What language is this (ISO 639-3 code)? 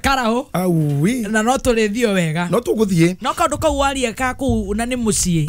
kik